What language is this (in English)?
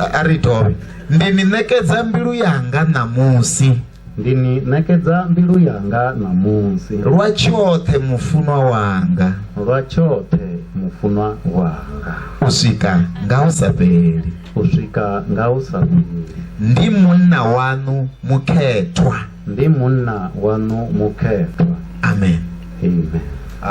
Venda